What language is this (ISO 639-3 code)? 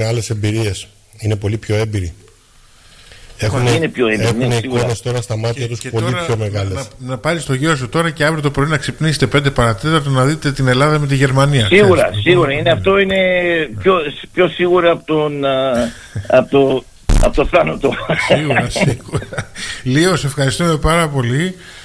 ell